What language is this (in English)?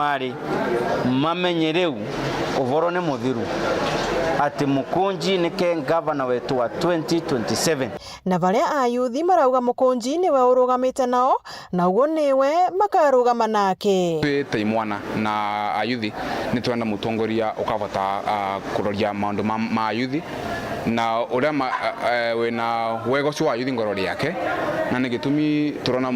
Meru